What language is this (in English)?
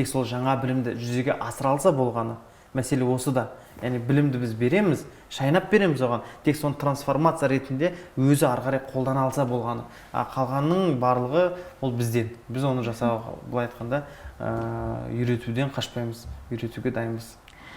Kazakh